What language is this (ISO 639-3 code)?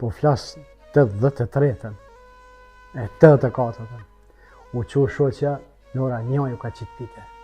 sqi